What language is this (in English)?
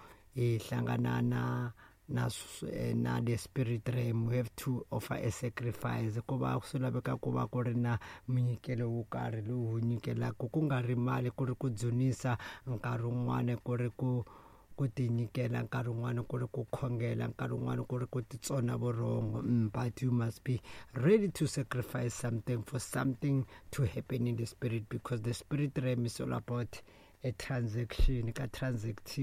Tsonga